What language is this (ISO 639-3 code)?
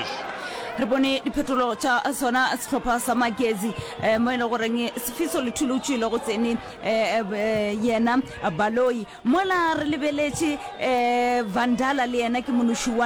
nso